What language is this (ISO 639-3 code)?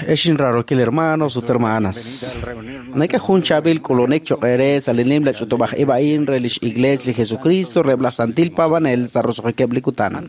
kek